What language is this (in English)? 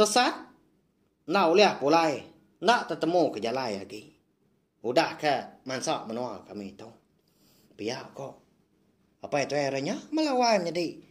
Iban